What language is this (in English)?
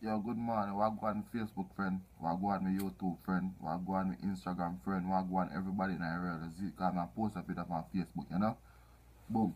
Jamaican Creole English